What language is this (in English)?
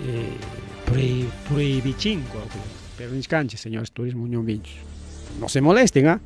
Ayacucho Quechua